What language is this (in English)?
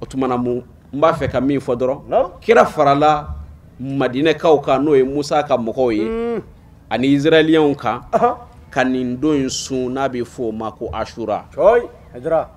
Bambara